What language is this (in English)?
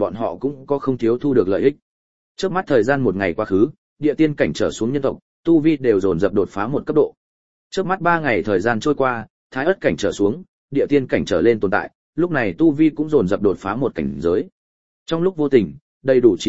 Vietnamese